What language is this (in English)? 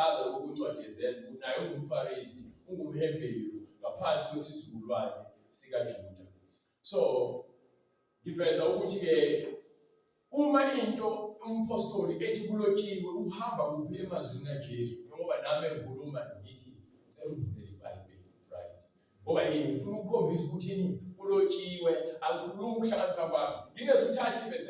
Zulu